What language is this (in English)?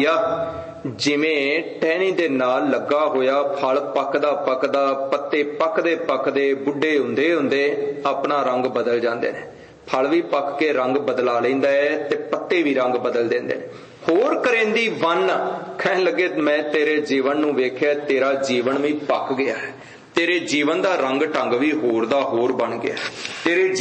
Punjabi